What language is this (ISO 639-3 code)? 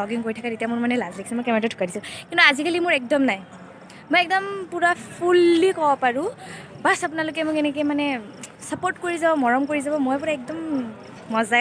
asm